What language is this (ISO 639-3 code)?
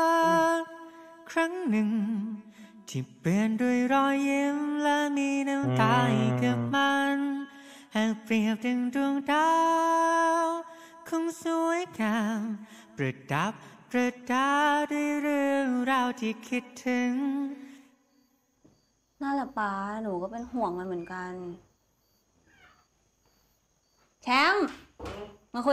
tha